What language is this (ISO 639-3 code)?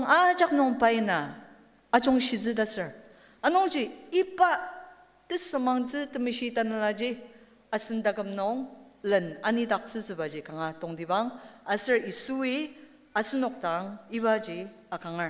njo